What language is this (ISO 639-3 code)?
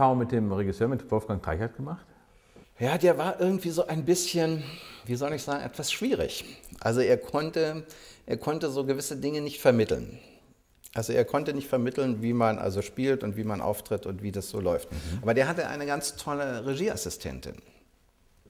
deu